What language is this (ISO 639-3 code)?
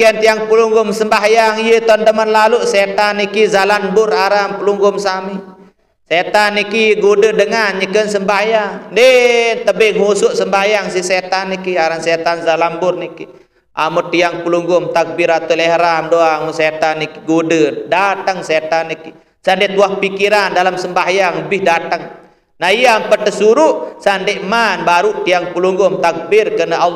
sas